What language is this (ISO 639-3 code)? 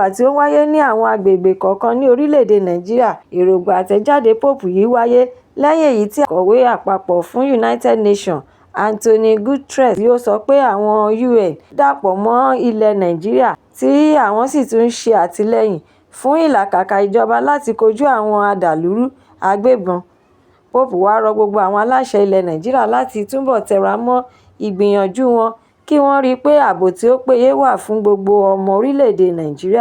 yor